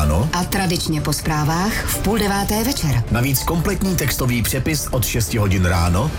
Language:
Czech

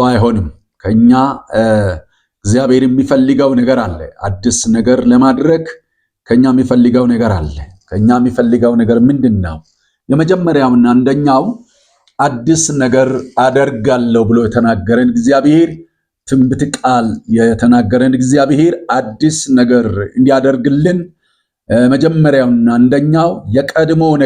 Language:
Amharic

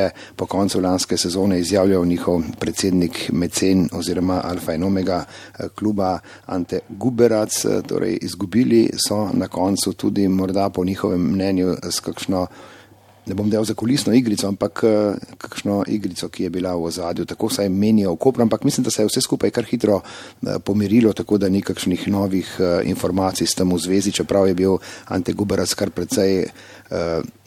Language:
Slovenian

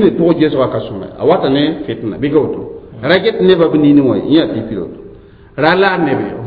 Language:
Mossi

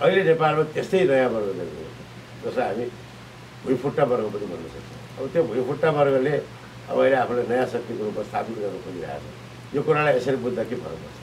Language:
Nepali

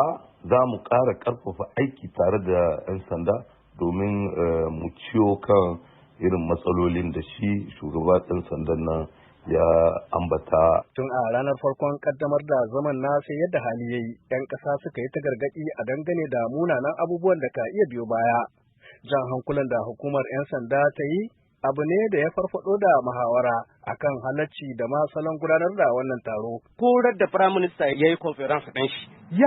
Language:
Hausa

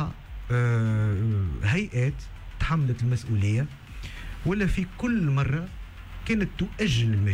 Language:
Tunisian Arabic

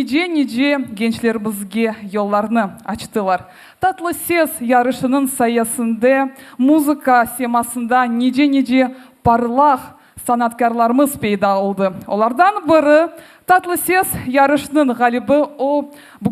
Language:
Crimean Tatar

